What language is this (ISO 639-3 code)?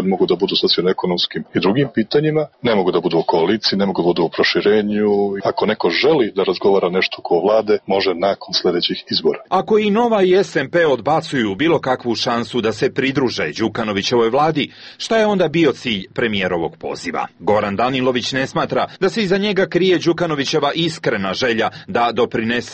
srp